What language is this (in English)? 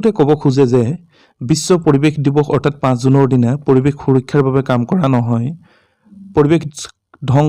Assamese